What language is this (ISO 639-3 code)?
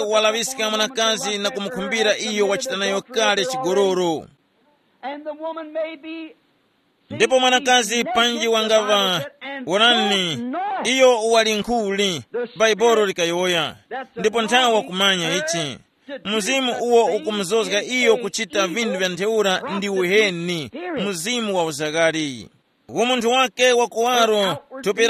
tum